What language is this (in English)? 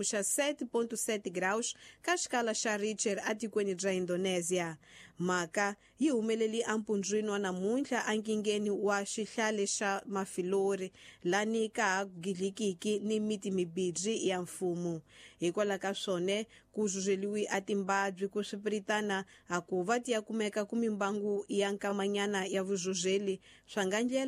Tsonga